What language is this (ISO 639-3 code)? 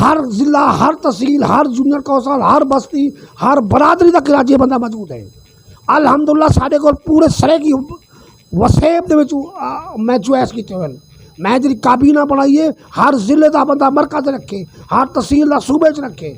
skr